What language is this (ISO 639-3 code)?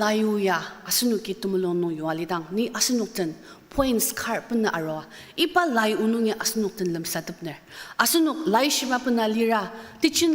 njo